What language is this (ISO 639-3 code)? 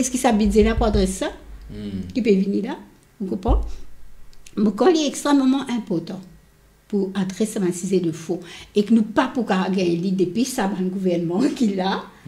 mfe